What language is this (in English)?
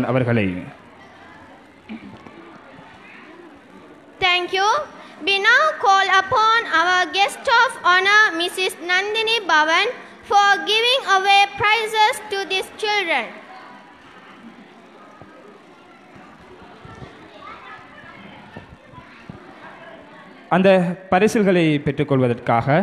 Tamil